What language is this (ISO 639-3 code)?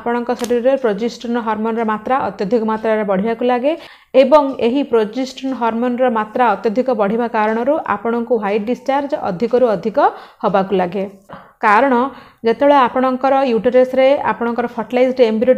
ori